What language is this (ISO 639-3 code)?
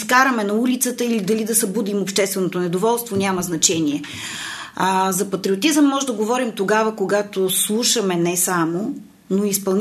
bul